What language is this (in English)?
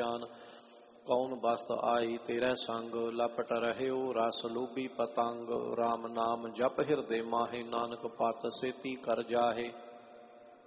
Punjabi